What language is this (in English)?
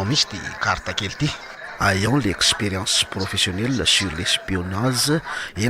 Malagasy